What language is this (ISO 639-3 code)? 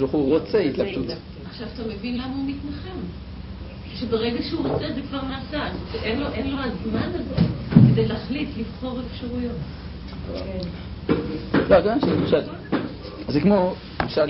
heb